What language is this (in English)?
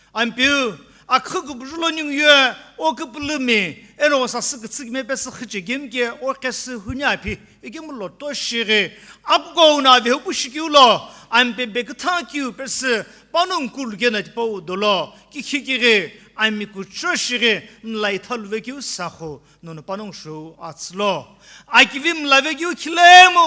Sumi Naga